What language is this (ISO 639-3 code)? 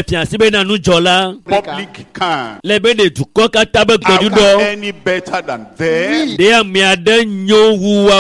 ewe